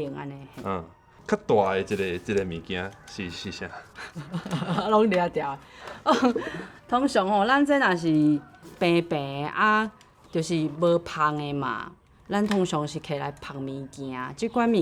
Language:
Min Nan Chinese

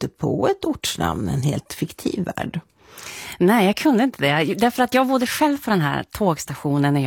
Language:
Swedish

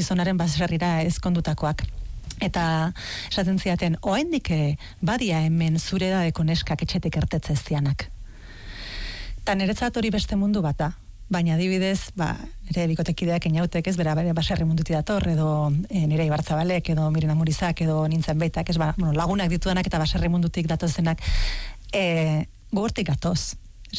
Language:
Basque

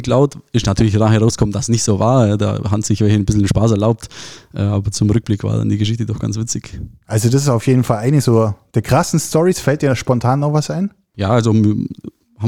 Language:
German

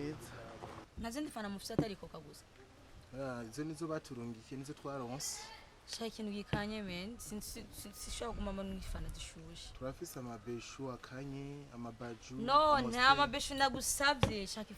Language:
Rundi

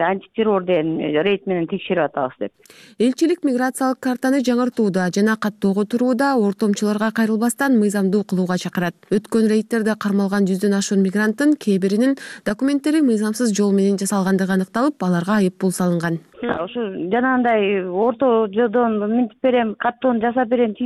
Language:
Kyrgyz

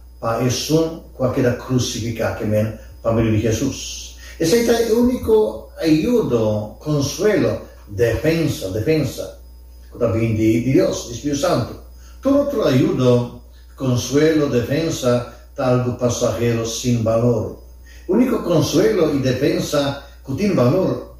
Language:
Papiamento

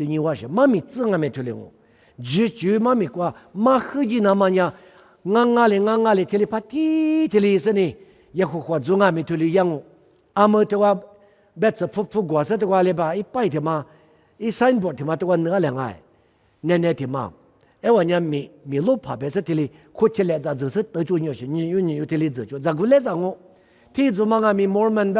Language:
Lisu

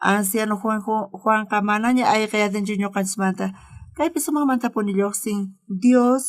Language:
South Bolivian Quechua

